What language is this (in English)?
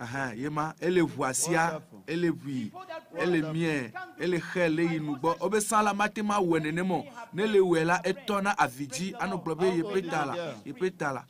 Ewe